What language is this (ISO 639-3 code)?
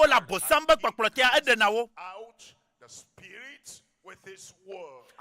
ewe